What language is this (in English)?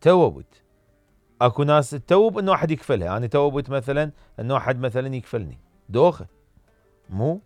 Mesopotamian Arabic